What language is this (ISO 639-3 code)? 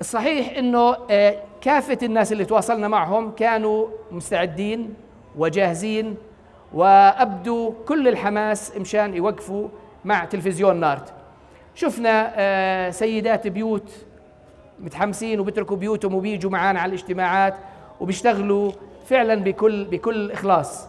apc